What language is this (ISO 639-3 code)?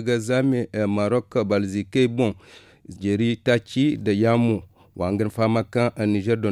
dje